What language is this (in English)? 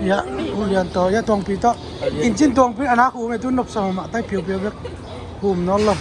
Tedim Chin